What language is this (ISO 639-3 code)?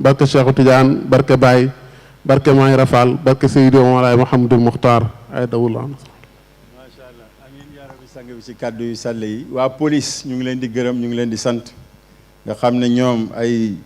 wol